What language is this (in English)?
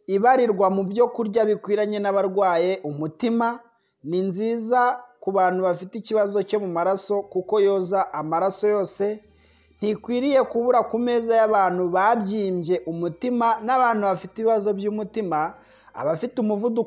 Kinyarwanda